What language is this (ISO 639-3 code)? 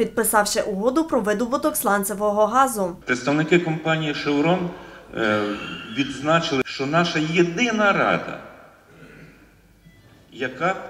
ukr